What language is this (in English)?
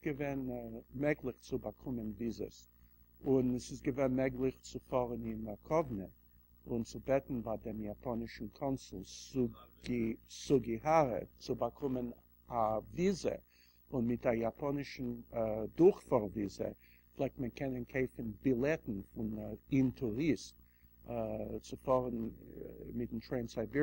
Yiddish